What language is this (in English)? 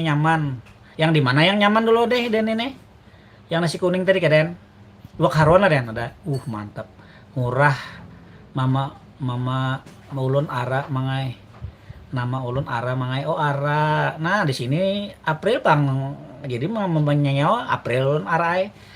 Banjar